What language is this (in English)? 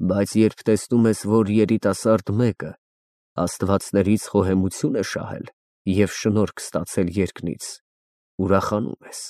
Armenian